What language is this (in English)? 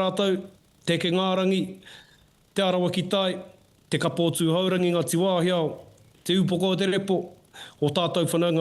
Māori